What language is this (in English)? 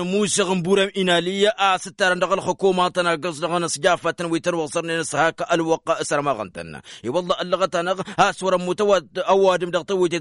Tamasheq